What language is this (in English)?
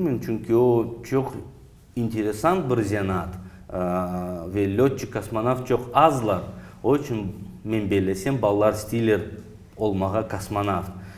Crimean Tatar